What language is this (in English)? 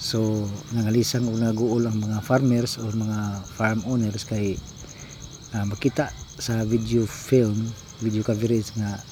Cebuano